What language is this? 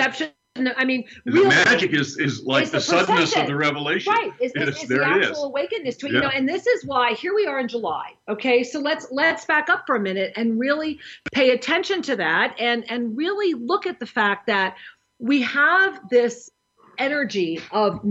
English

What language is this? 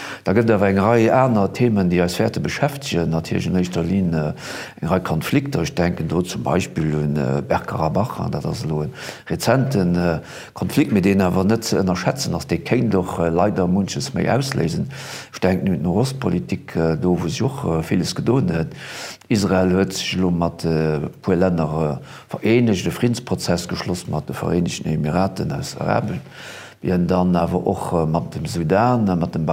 Luxembourgish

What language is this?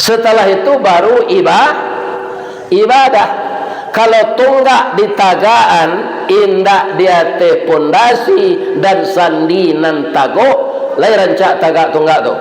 Minangkabau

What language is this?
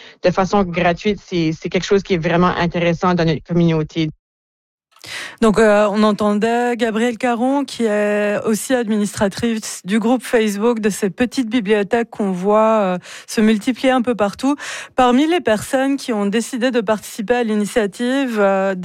French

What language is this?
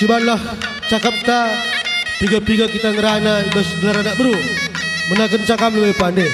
Batak Karo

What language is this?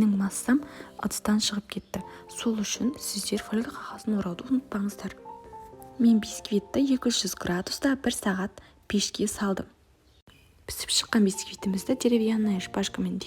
Kazakh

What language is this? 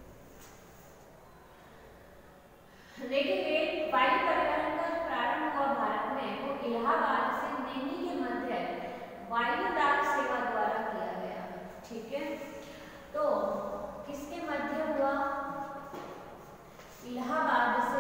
Hindi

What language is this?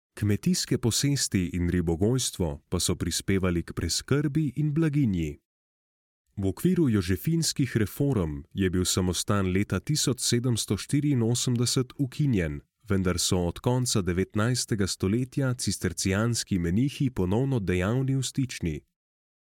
Slovenian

